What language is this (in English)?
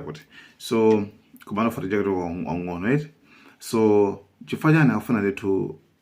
Nyanja